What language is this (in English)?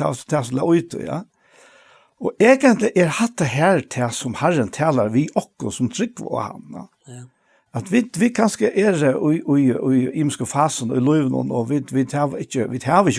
Faroese